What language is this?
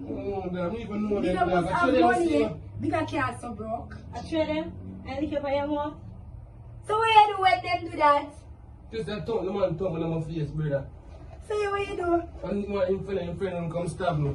Jamaican Creole English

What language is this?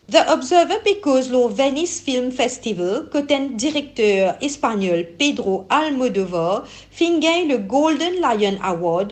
Morisyen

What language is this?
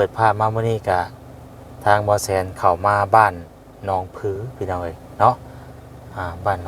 Lao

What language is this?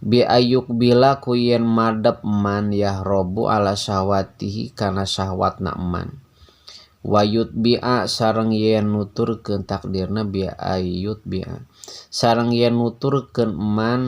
Sundanese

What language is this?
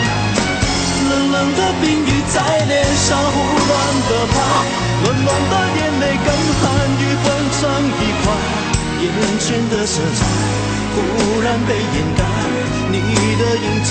Chinese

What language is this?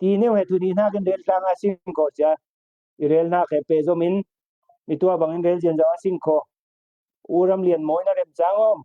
Falam Chin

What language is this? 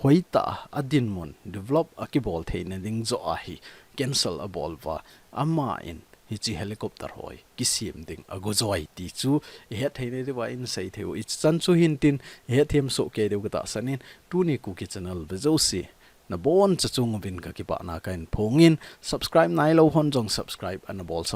Thado Chin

